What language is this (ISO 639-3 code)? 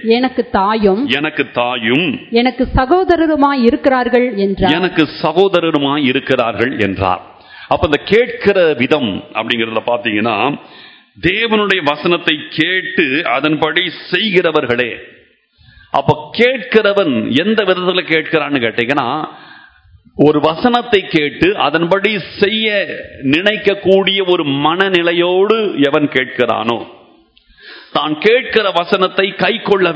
tam